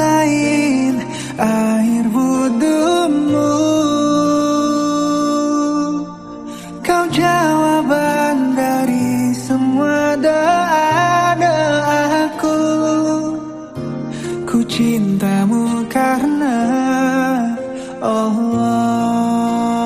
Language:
Indonesian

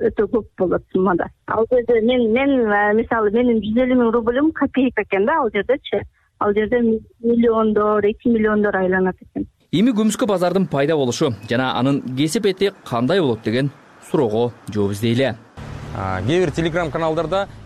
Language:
Kyrgyz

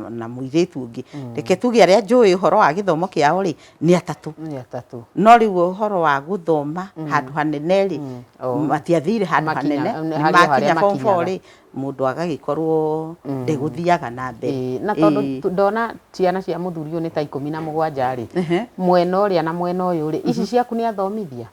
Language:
Kikuyu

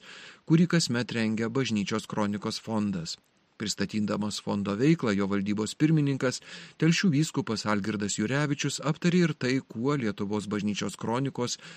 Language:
Lithuanian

